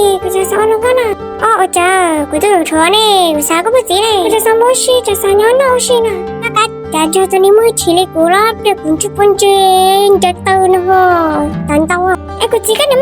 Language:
Hmong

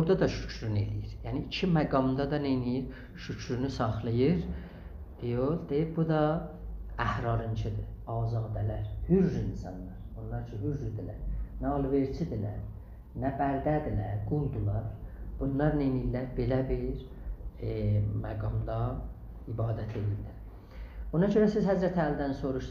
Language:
South Azerbaijani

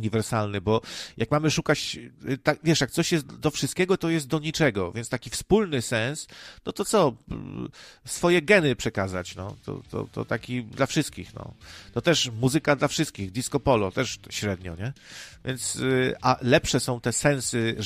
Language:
Polish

